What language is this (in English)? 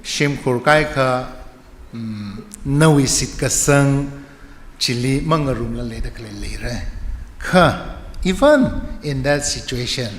Tangkhul Naga (India)